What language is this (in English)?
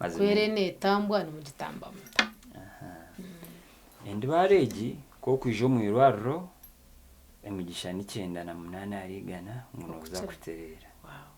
Nyankole